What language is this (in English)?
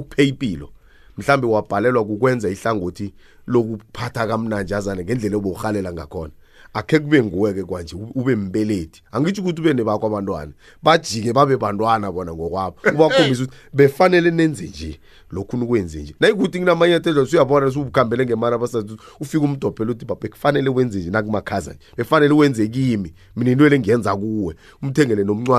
South Ndebele